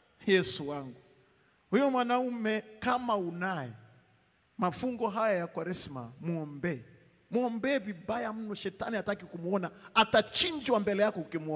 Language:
Swahili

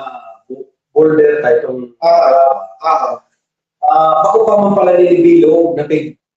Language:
Bikol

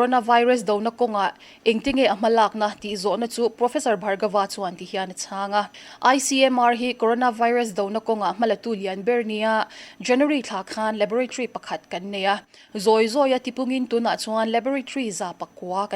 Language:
Mizo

